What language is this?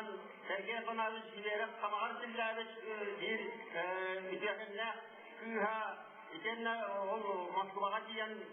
Yakut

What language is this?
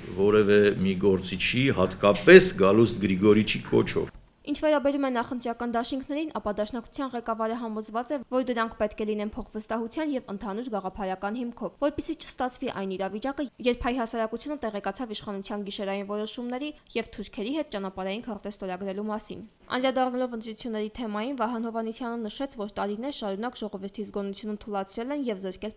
Armenian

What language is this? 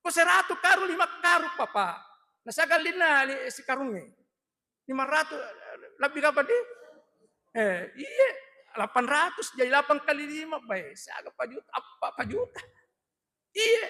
Buginese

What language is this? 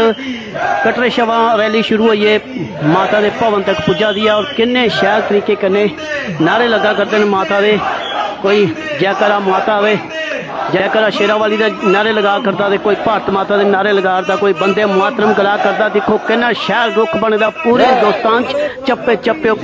Dogri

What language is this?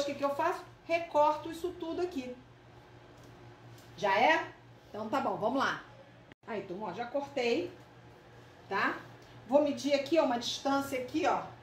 Portuguese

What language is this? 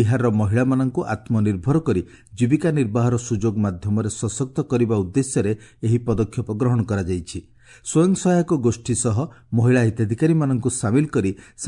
Odia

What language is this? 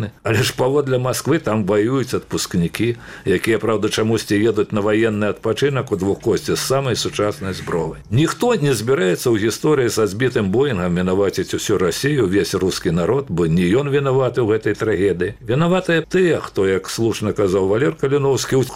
Belarusian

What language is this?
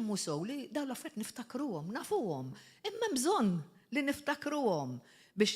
Maltese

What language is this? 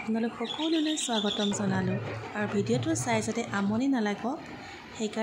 Assamese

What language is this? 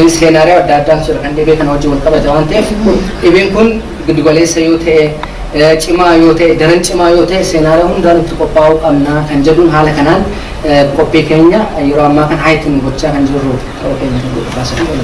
Oromo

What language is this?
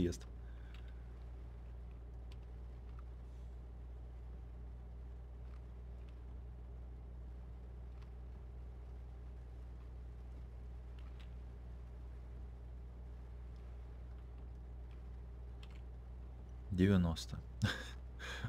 Russian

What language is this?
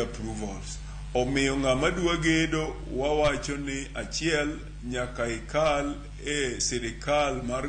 Luo (Kenya and Tanzania)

